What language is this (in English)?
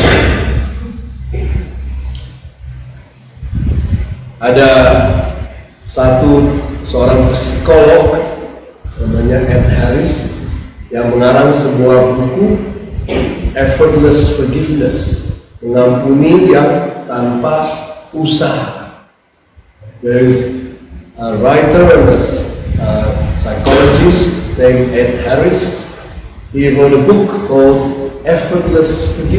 Indonesian